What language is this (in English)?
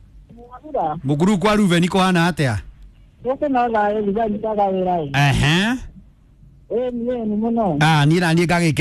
Kikuyu